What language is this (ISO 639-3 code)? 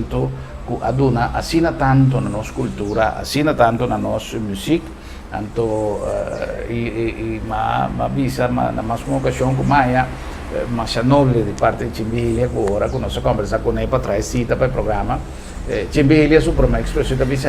pap